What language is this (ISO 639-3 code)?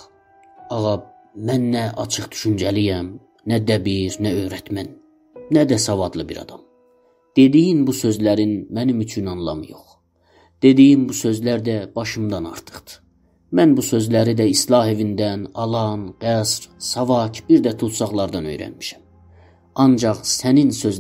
azb